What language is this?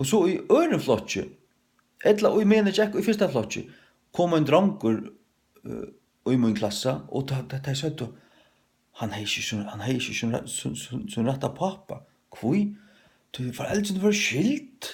Faroese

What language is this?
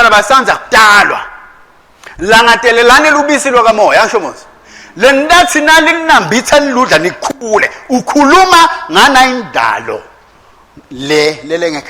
Swati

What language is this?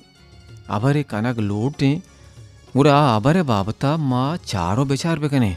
Baluchi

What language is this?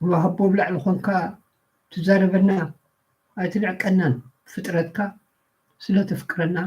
Tigrinya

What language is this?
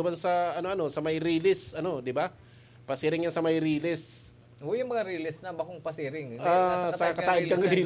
Bikol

